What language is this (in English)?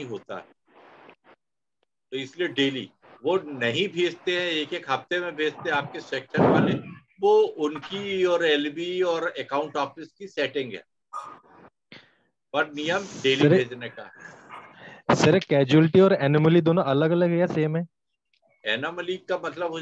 Hindi